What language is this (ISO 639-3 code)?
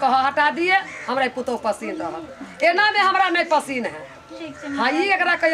mai